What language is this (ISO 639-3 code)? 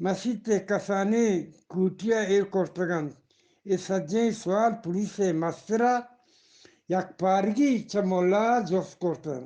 bgp